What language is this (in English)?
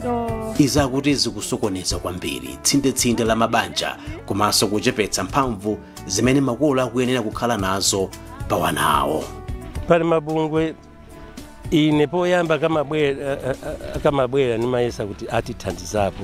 Nyanja